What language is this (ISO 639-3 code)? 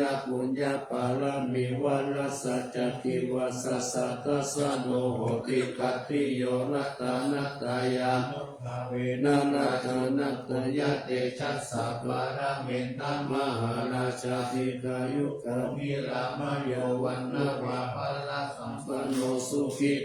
pli